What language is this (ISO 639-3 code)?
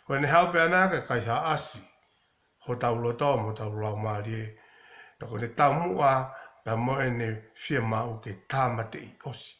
ton